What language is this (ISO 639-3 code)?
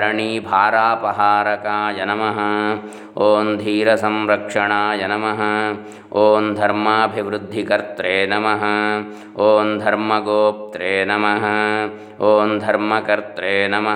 san